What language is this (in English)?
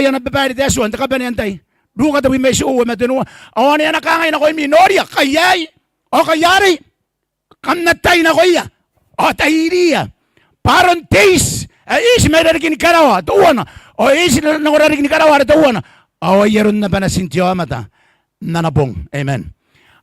Gilbertese